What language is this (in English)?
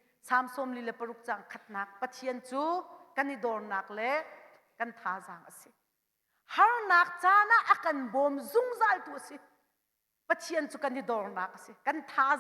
Hakha Chin